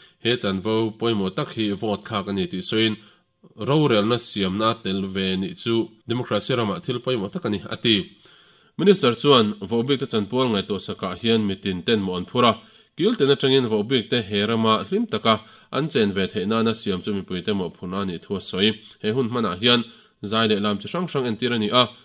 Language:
Mizo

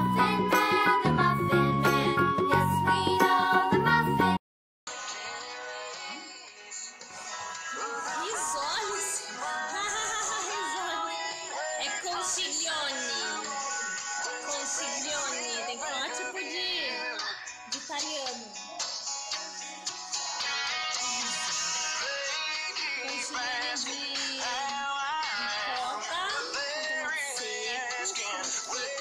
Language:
Portuguese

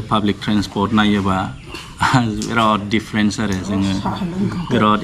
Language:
Bodo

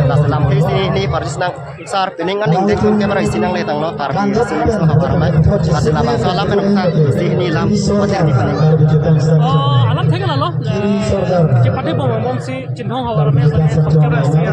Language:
Karbi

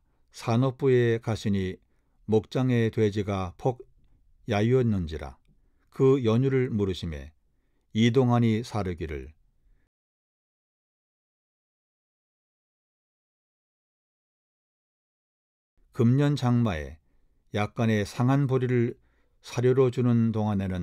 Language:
Korean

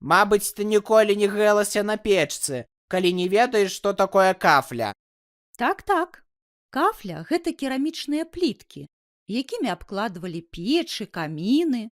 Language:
Belarusian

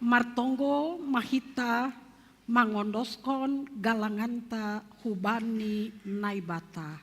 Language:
Batak Simalungun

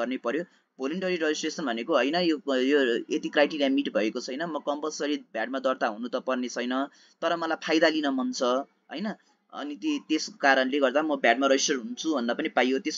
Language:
Nepali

